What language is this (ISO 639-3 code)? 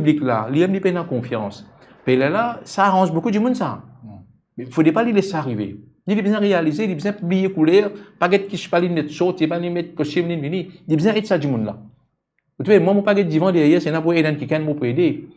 mfe